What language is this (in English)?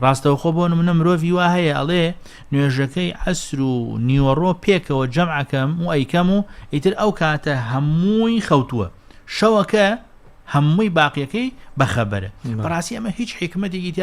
Central Kurdish